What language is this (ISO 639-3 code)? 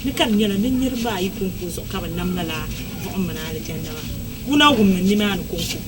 dag